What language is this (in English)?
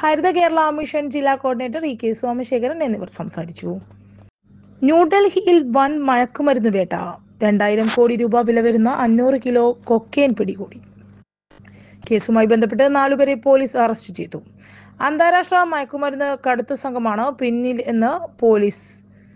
Malayalam